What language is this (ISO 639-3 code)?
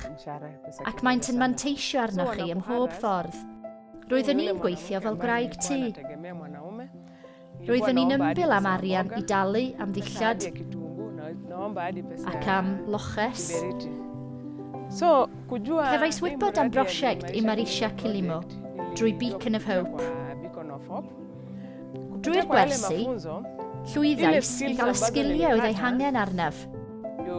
cym